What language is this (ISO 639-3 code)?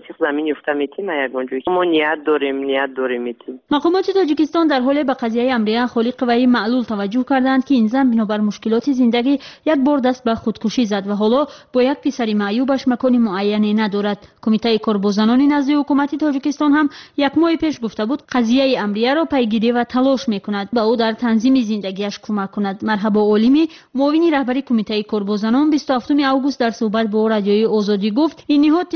tgk